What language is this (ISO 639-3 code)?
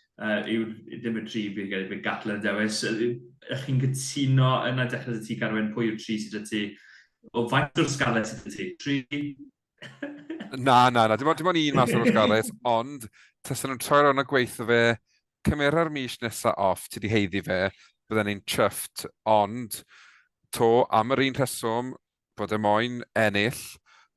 cym